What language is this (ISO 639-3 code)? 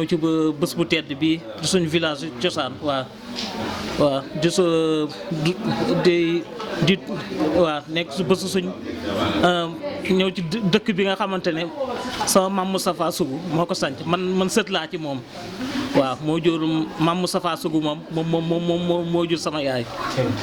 wol